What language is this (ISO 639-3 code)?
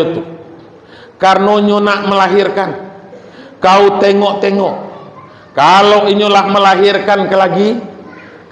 min